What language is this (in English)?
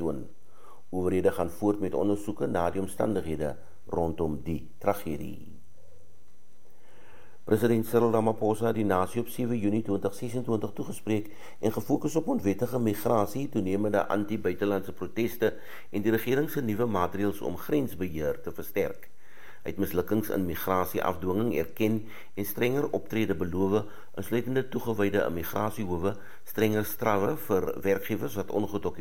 Afrikaans